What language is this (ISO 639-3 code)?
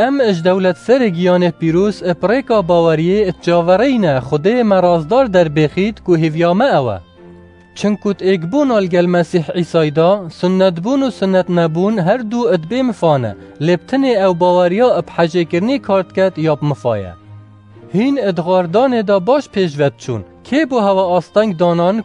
kur